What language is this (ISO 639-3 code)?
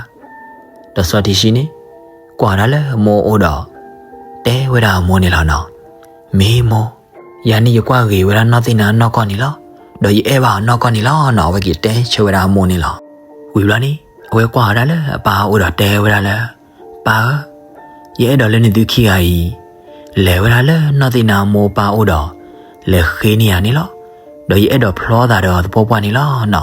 ksw